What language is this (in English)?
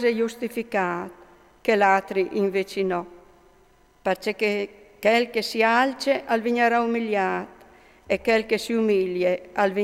Friulian